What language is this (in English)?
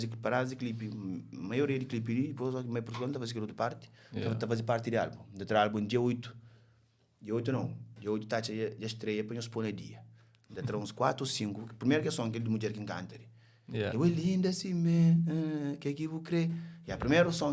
Kabuverdianu